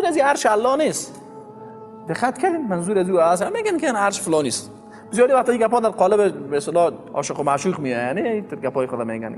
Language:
Persian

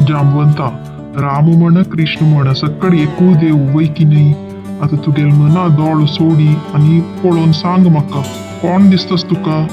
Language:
Konkani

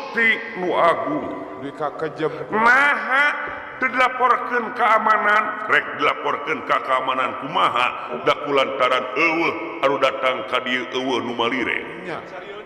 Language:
Sundanese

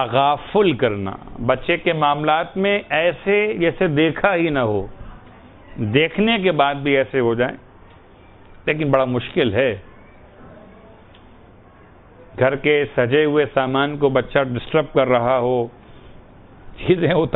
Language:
Urdu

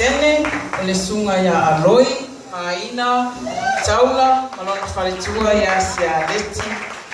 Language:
Samoan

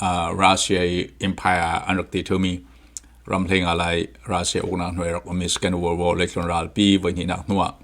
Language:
Falam Chin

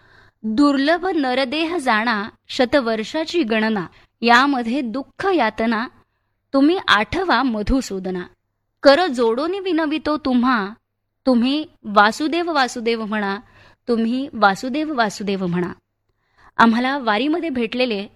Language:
Marathi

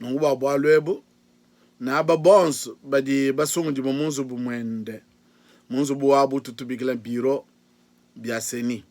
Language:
Luba-Lulua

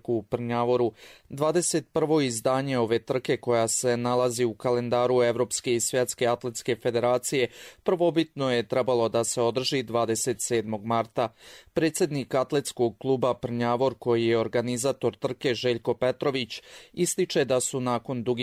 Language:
Bosnian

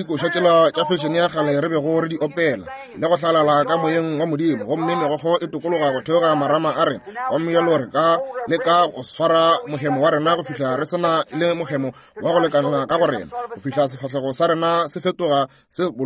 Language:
Northern Sotho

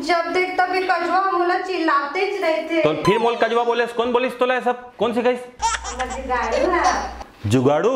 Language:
Chhattisgarhi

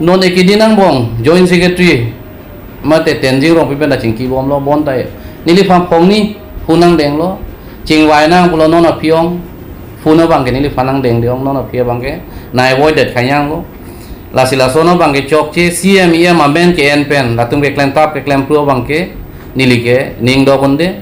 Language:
Karbi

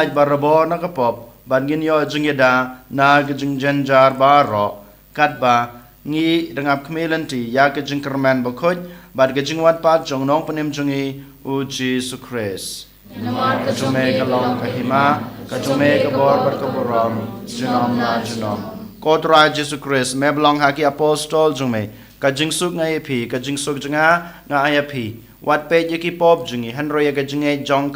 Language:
Khasi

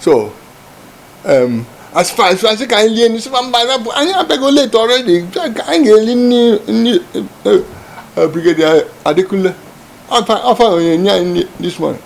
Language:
Igbo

